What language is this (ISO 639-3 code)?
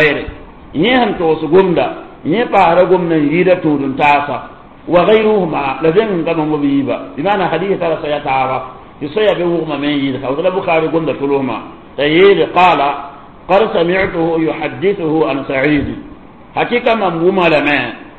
mos